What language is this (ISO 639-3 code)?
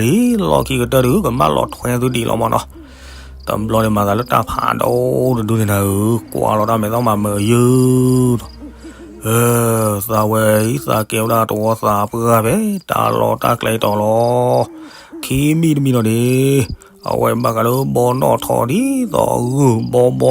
ksw